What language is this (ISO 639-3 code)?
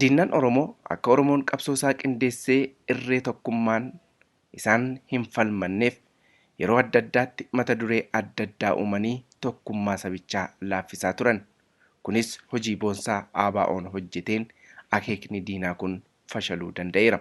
orm